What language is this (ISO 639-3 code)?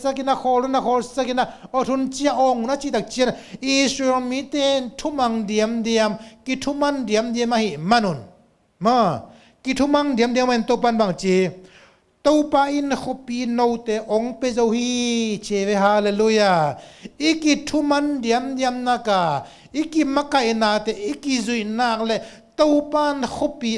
ctd